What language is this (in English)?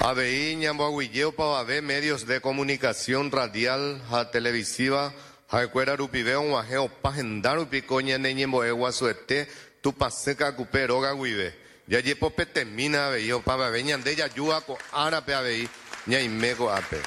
Guarani